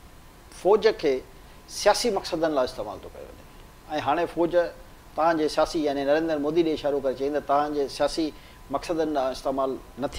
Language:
Sindhi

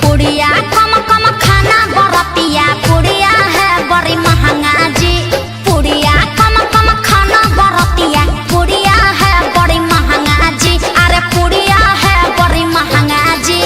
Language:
Magahi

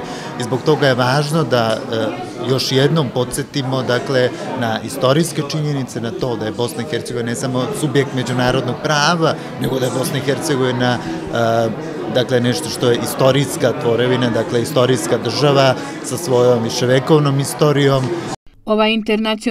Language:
Bosnian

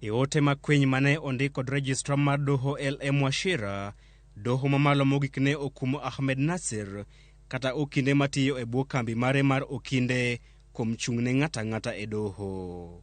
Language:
Luo (Kenya and Tanzania)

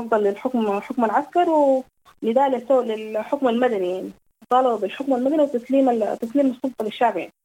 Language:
Sudanese Arabic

